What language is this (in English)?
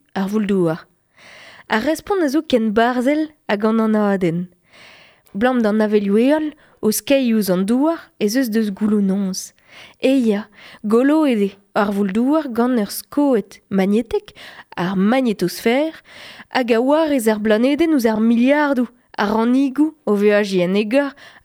Breton